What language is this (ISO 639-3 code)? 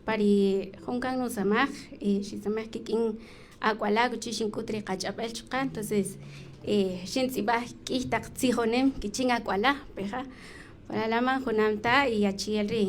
cak